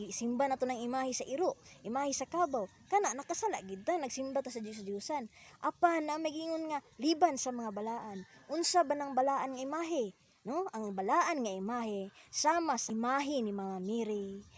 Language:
Cebuano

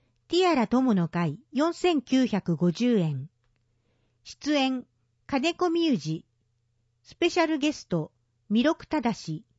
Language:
Japanese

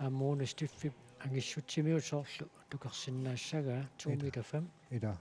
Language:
Kalaallisut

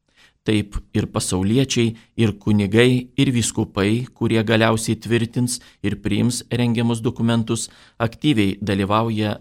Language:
Lithuanian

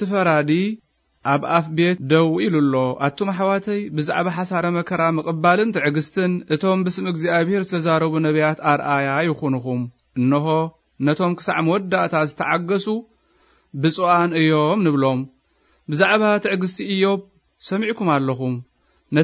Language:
Tigrinya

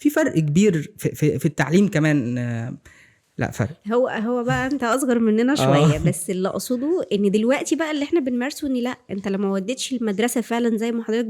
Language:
Egyptian Arabic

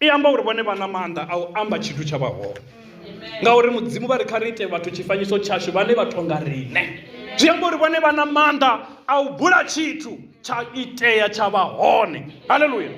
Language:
Venda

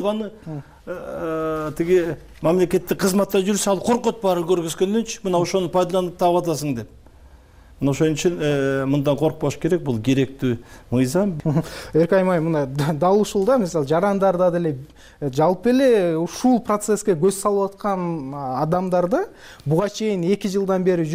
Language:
Kyrgyz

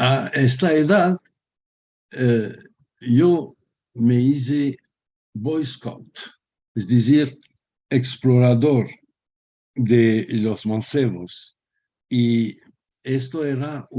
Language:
Ladino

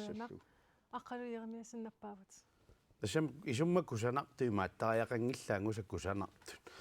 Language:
Kalaallisut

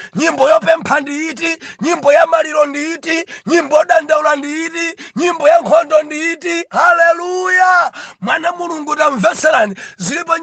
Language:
Nyanja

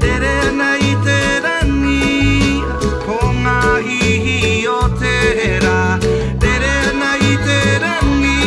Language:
Māori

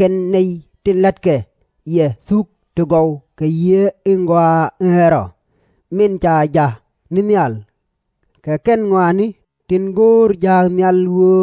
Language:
Nuer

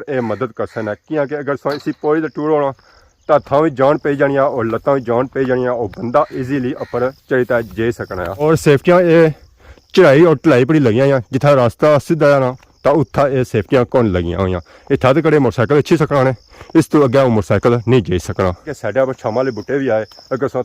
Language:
Pahari-Potwari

